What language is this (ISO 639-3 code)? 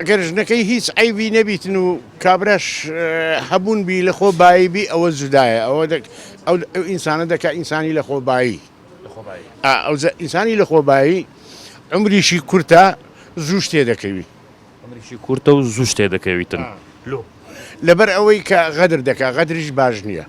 ckb